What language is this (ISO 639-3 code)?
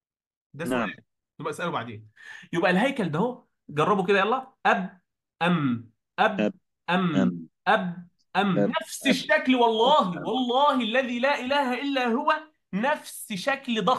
arz